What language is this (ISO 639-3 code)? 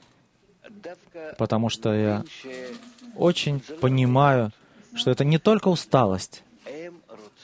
rus